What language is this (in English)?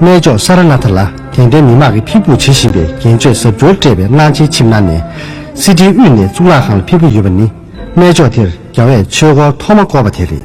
Tibetan